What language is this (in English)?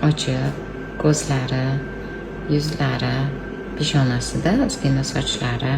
Uzbek